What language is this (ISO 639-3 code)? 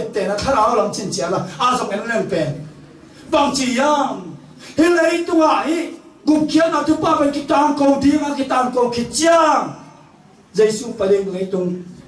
ctd